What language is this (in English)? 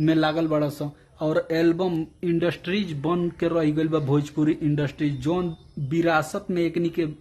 Bhojpuri